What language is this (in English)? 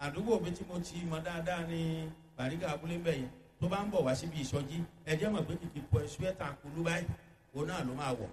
Yoruba